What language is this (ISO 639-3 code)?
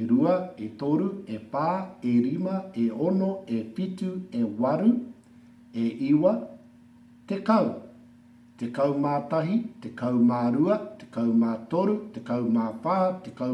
mri